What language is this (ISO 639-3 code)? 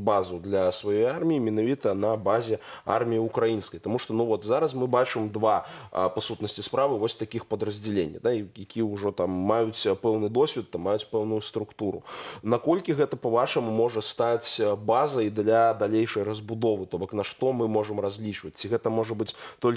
bel